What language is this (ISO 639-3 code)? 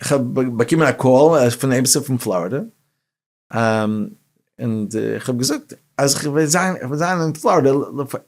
yid